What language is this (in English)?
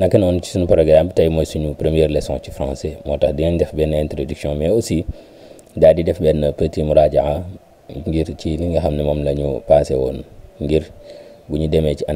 Wolof